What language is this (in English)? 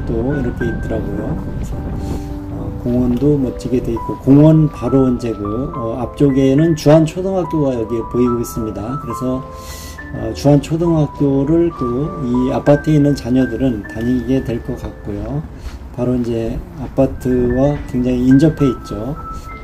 Korean